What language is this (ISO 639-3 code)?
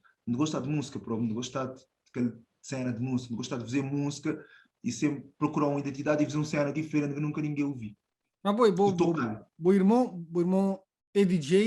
kea